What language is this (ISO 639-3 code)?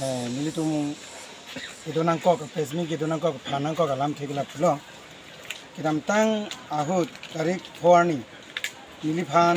mjw